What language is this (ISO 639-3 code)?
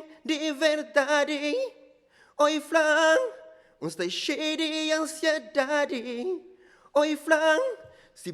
kea